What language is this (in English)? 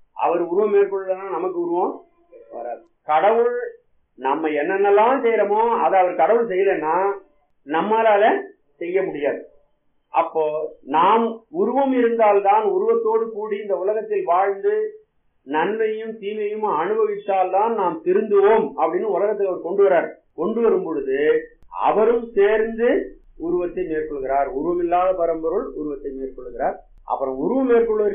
Tamil